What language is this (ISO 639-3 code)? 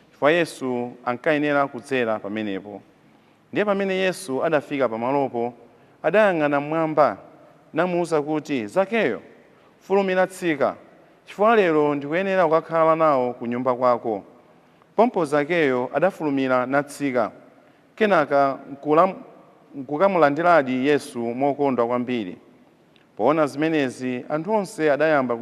nya